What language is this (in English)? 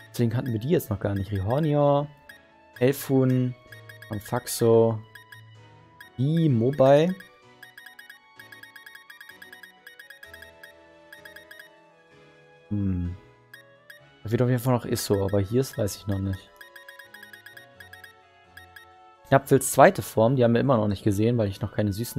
German